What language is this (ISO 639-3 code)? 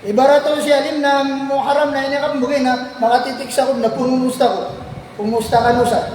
mrw